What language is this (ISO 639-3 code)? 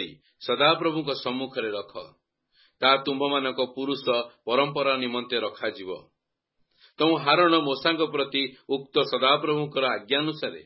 ori